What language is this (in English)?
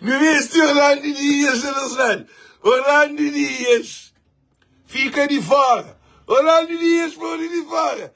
Kabuverdianu